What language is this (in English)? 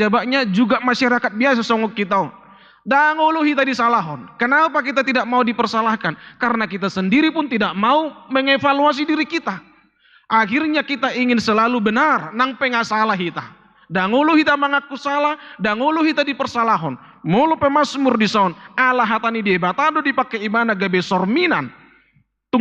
Batak Toba